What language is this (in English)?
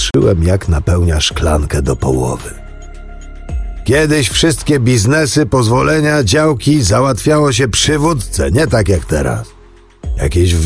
Polish